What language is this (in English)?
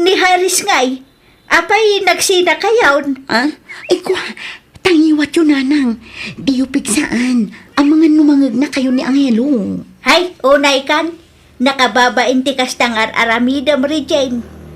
Iloko